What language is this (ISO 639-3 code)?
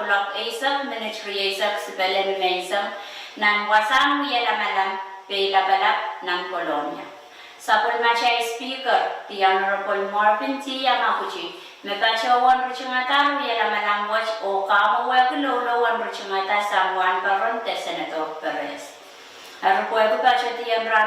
pon